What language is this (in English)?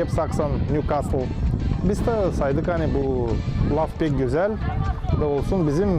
Gagauz